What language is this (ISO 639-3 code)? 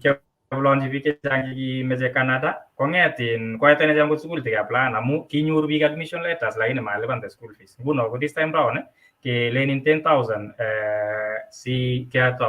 kln